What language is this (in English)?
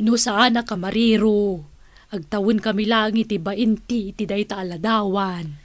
Iloko